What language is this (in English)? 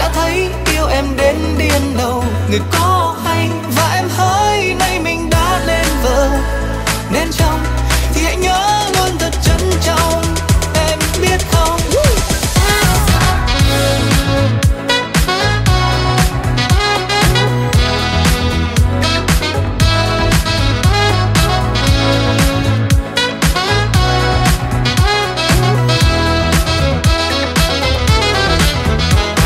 Vietnamese